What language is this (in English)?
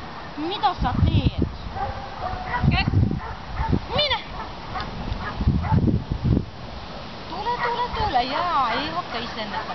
Estonian